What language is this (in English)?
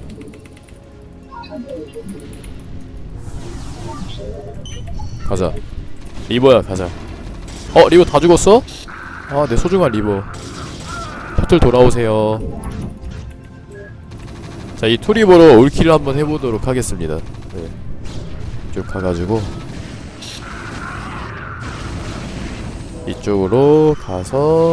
Korean